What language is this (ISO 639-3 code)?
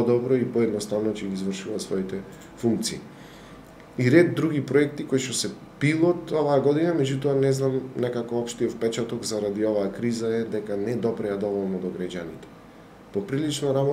mkd